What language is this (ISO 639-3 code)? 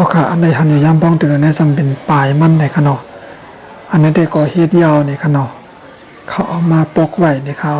shn